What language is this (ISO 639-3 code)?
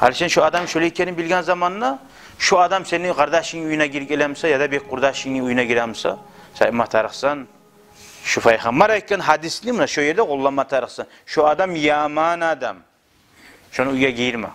kum